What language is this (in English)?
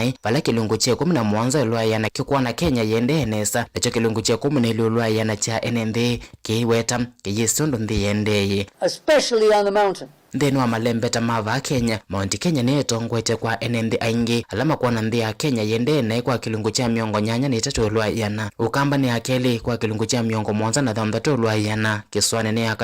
Kamba